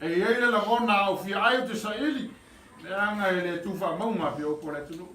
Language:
Samoan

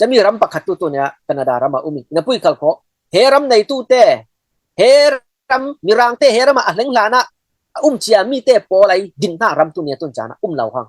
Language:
Falam Chin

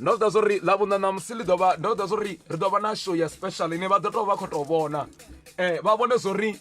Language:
Venda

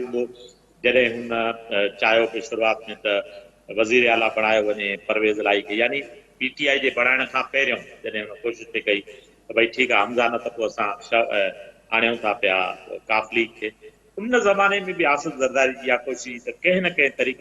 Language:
Sindhi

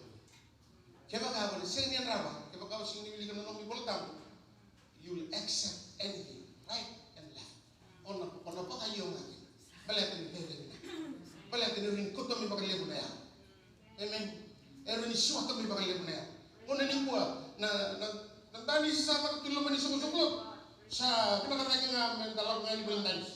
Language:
Fijian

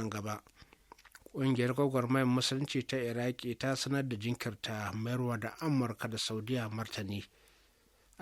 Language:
Hausa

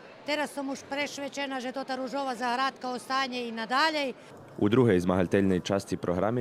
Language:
Rusyn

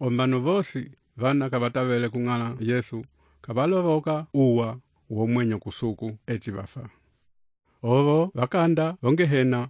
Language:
Umbundu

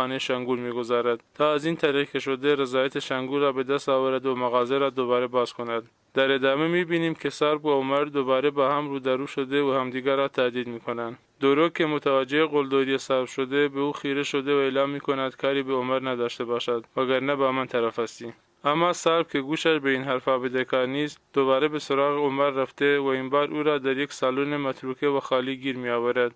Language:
Tajik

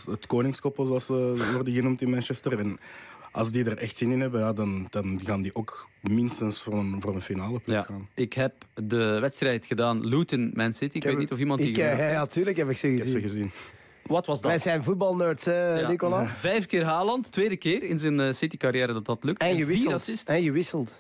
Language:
Dutch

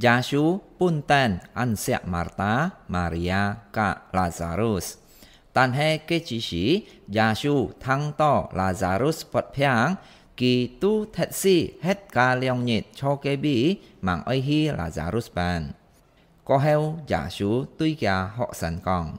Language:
Hakka Chinese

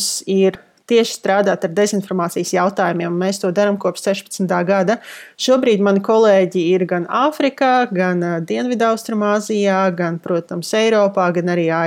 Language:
Latvian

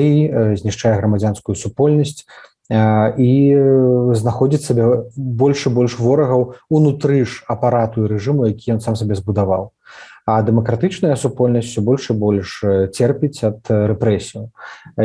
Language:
Belarusian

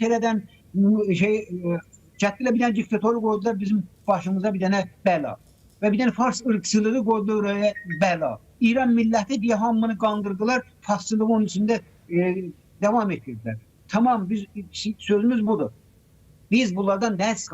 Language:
Azerbaijani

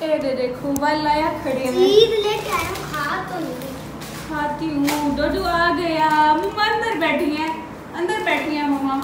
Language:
Saraiki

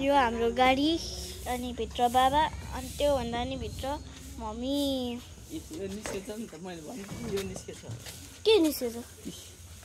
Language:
Nepali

